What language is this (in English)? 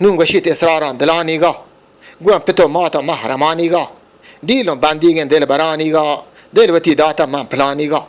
Eastern Balochi